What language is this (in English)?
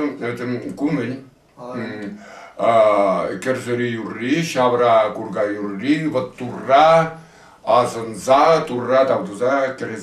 Chuvash